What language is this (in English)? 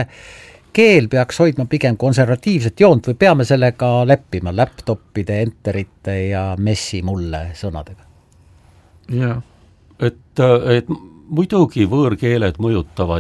Estonian